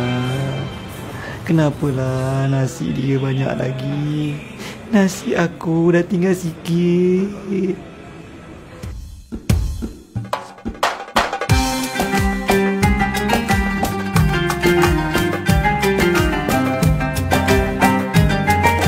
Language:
Malay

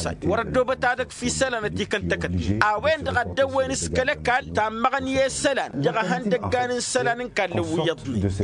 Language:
Tamasheq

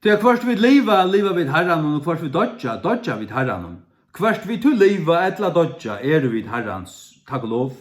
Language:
Faroese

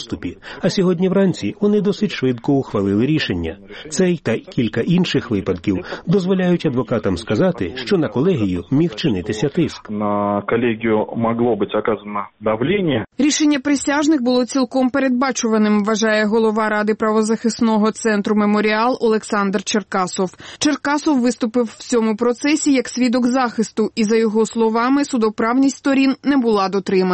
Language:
Ukrainian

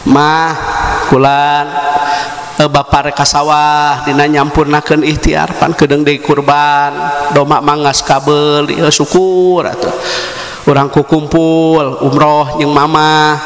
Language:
Sundanese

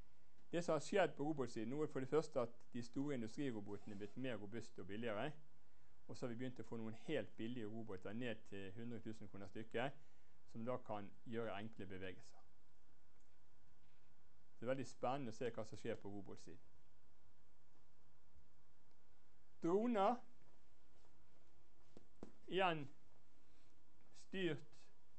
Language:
Norwegian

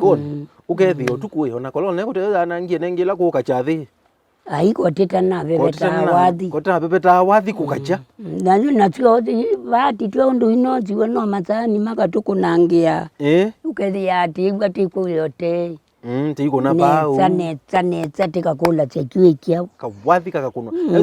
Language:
Kamba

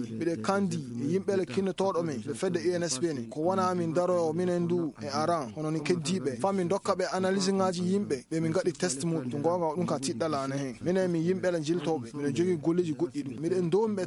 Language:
Fula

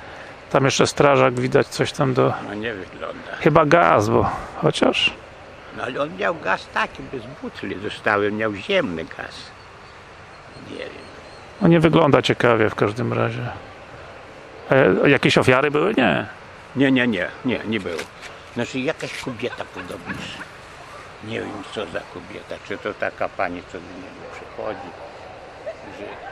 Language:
Polish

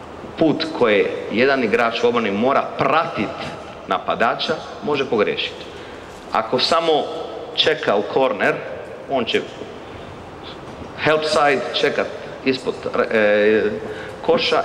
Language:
Croatian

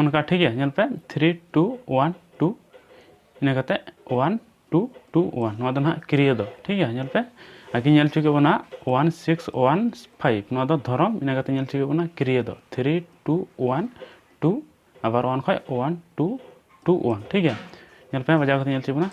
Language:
Santali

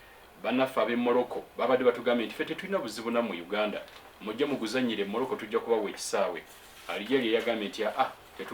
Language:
Ganda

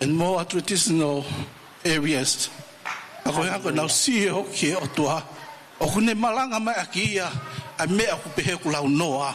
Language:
Tongan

